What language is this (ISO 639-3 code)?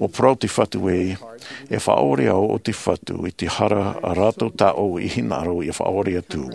tah